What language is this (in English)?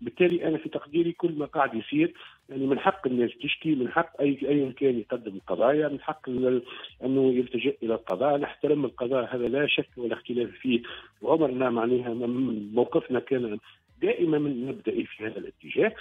Tunisian Arabic